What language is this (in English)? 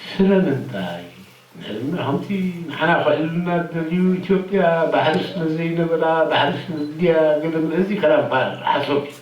Tigrinya